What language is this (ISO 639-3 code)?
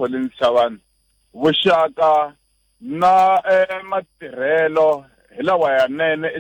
tso